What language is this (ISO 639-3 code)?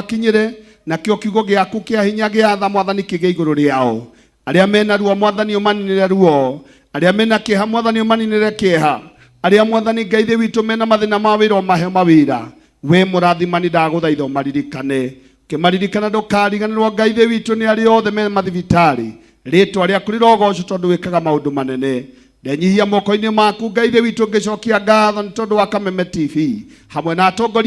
kik